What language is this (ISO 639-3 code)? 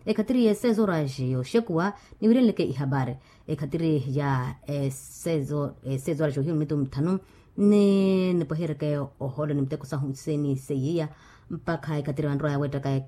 vmw